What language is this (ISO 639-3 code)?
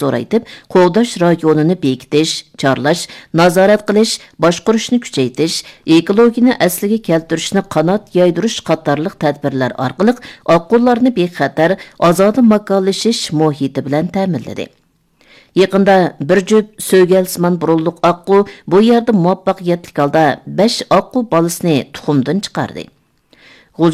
uig